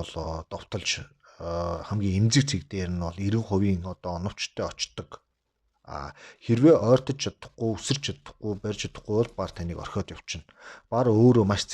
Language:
Mongolian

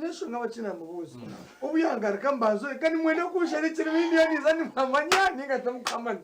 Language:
Nyankole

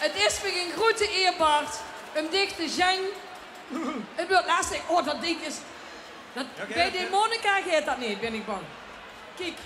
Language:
Limburgish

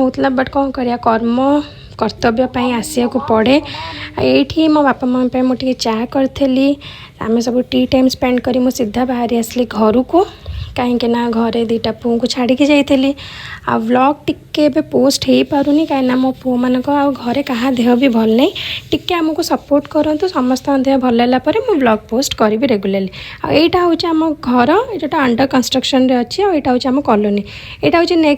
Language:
Odia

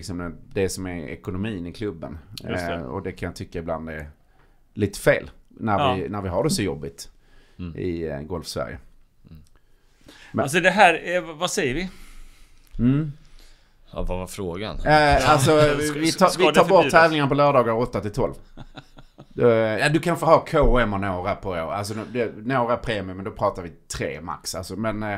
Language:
Swedish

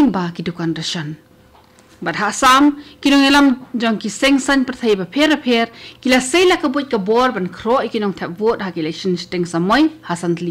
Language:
Khasi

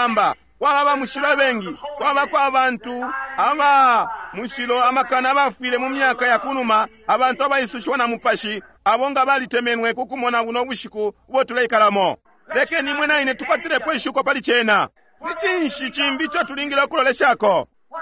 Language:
Bemba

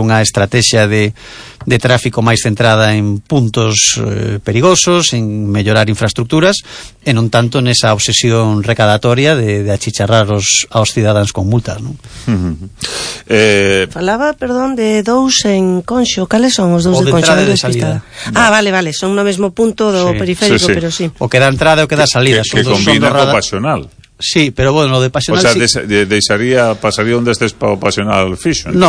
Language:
Galician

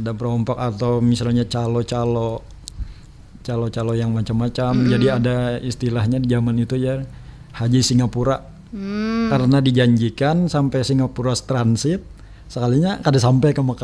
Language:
Banjar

